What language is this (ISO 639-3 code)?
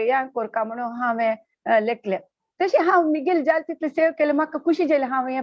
kok